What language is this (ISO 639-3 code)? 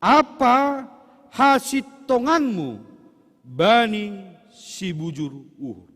bts